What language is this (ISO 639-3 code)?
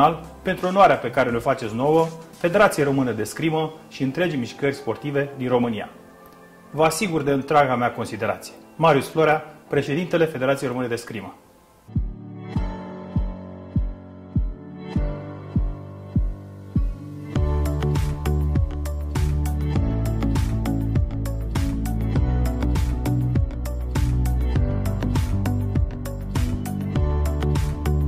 ron